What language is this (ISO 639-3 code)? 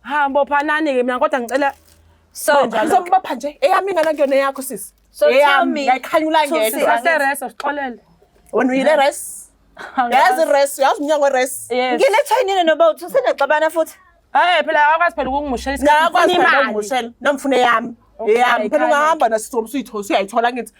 zul